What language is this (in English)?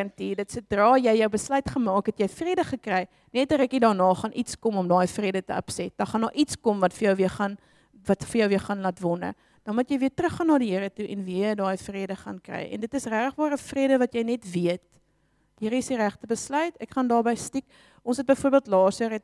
Afrikaans